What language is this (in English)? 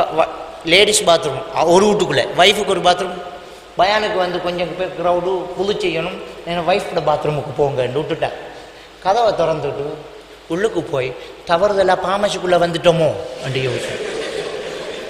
Tamil